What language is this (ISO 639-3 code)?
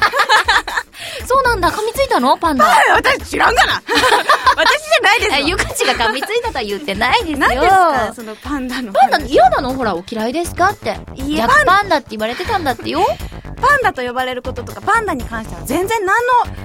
jpn